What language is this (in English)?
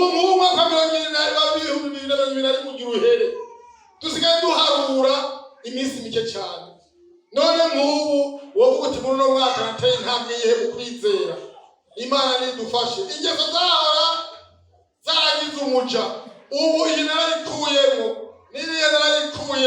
Rundi